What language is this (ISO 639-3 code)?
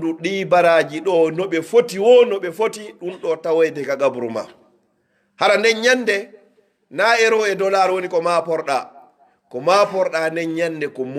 fuf